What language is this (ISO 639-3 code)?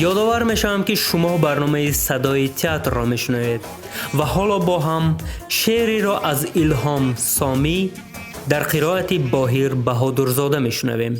tgk